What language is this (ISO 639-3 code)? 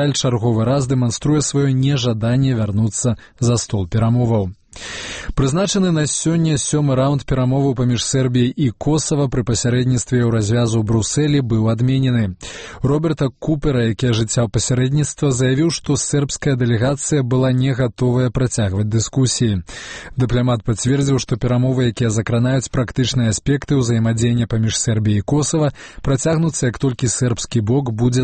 bel